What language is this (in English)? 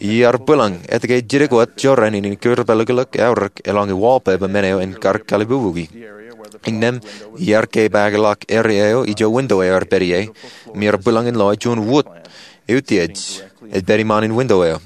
Marshallese